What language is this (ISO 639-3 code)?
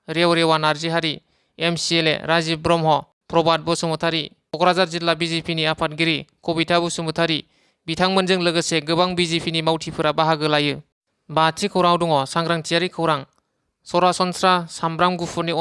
brx